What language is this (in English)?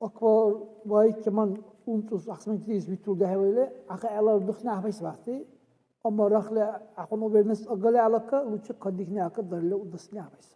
Dargwa